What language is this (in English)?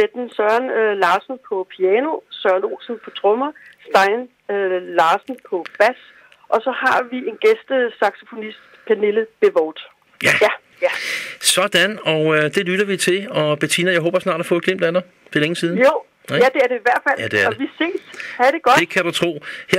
Danish